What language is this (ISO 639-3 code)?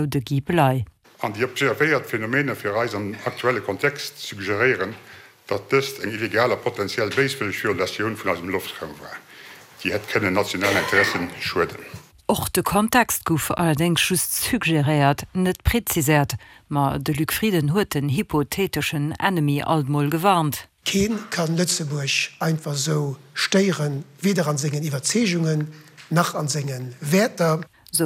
ltz